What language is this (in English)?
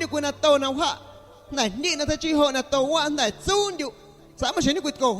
Guerrero Amuzgo